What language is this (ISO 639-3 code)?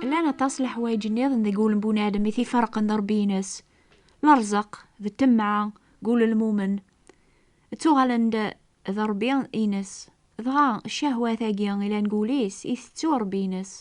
kab